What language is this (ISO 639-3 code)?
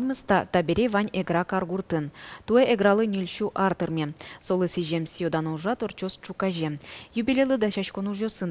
udm